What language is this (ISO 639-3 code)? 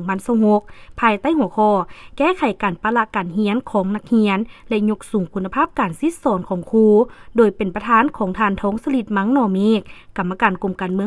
lao